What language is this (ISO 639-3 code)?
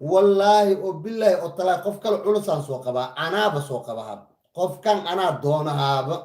som